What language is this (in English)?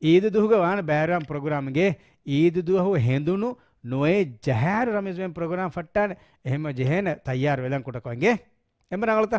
Divehi